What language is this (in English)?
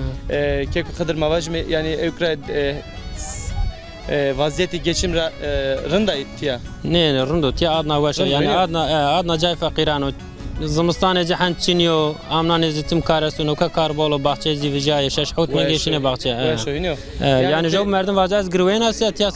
Zaza